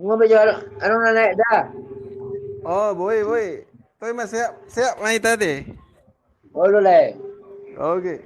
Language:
Batak Toba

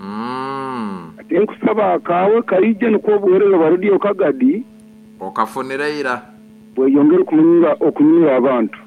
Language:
Nyankole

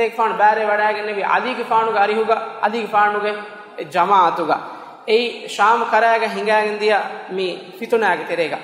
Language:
Divehi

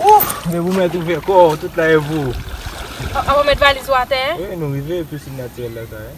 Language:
Haitian Creole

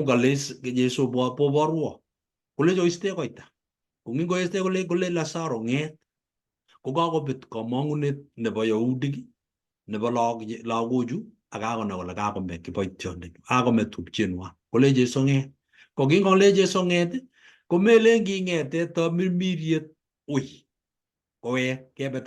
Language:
Kalenjin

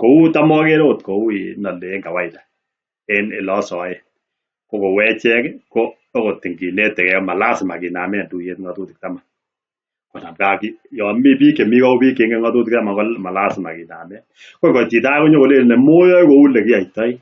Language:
Kalenjin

